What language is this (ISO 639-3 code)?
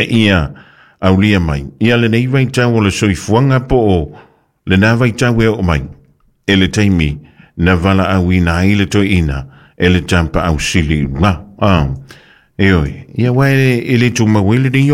smo